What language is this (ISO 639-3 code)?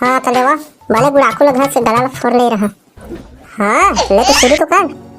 hne